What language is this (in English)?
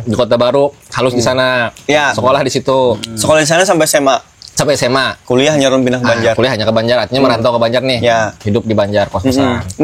Banjar